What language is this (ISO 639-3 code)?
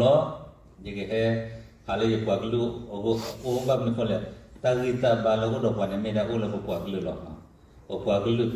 ksw